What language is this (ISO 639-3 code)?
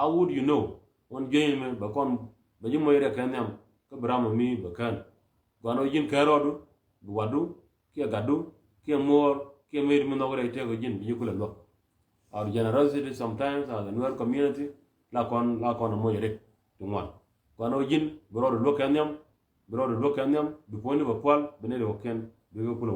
nus